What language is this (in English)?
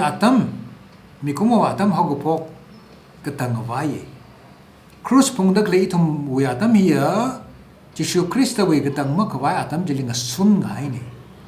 Tangkhul Naga (India)